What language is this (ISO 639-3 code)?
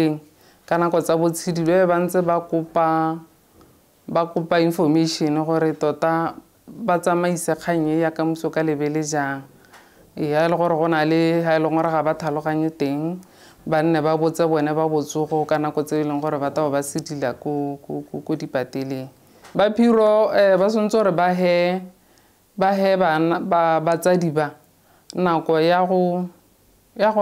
tsn